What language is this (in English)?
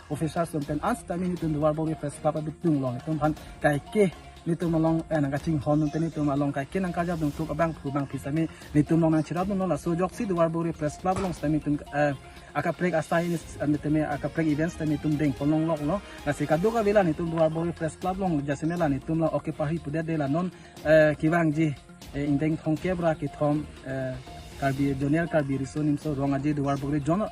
Karbi